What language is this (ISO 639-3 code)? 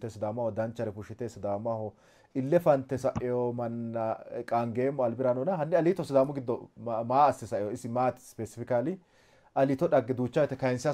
sid